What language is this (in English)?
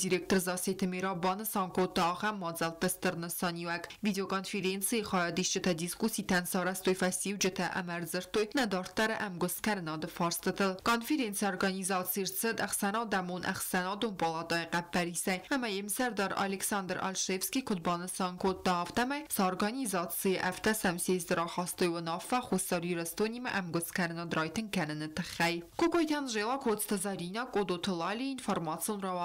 Ossetic